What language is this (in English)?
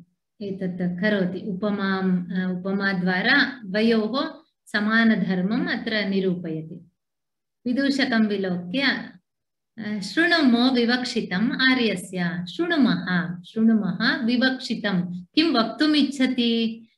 Sanskrit